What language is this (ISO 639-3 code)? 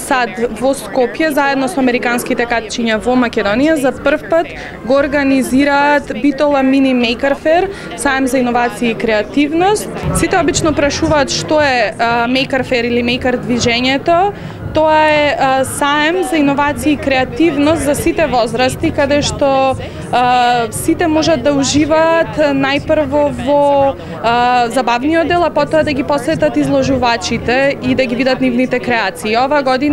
mkd